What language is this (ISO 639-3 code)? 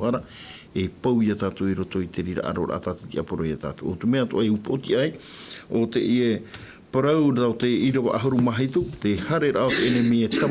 tah